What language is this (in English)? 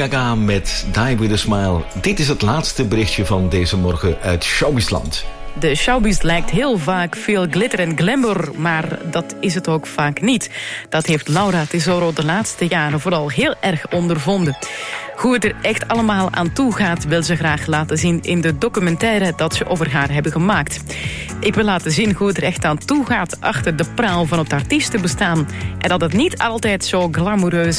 Dutch